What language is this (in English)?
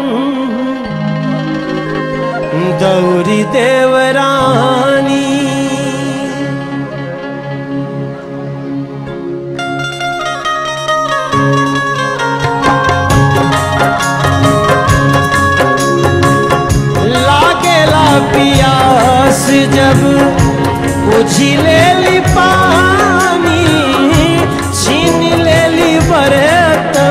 Bhojpuri